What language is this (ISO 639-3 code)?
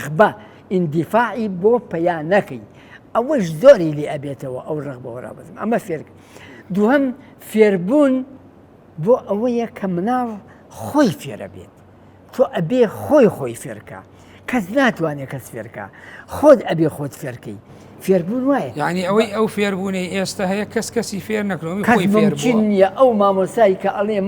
ckb